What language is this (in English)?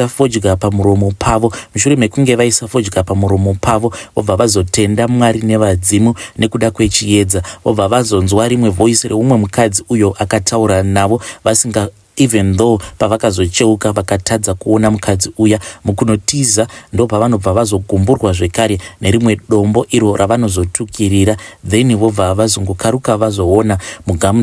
Shona